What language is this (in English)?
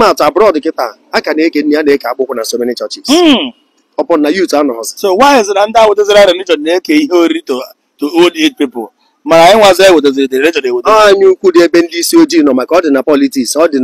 Igbo